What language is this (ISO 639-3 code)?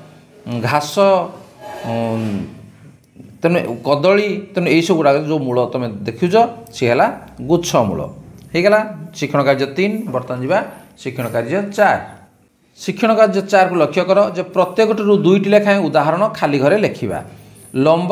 ori